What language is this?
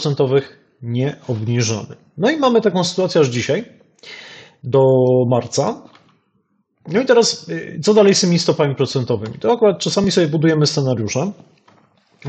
Polish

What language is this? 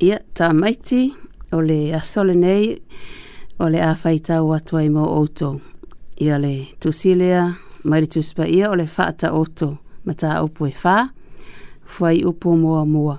Samoan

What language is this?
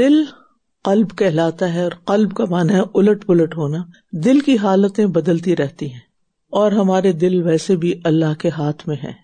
Urdu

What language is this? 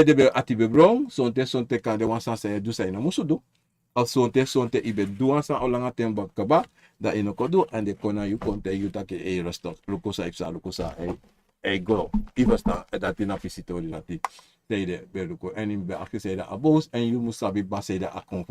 Sranan Tongo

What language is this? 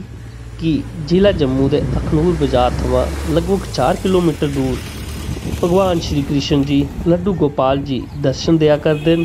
Dogri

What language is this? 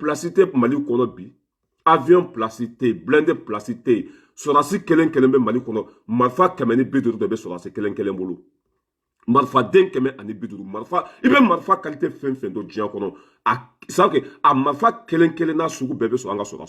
Bambara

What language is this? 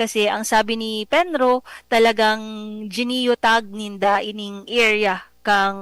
Bikol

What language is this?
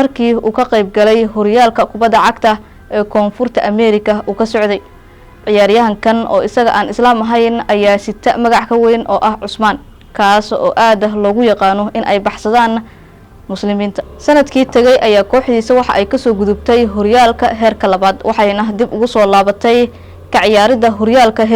Somali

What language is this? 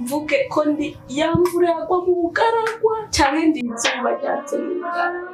Rundi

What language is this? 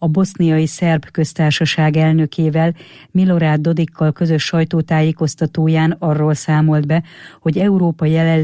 Hungarian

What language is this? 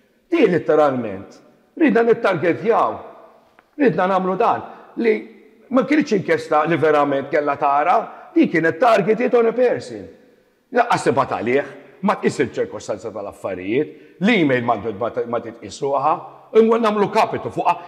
Maltese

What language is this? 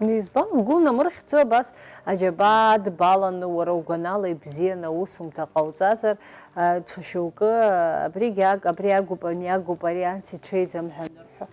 Abkhazian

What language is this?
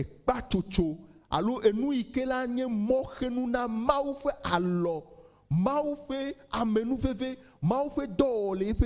Ewe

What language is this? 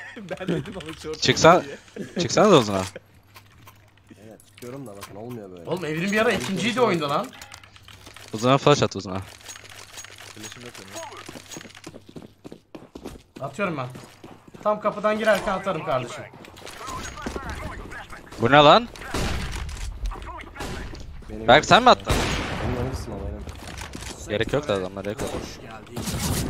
Turkish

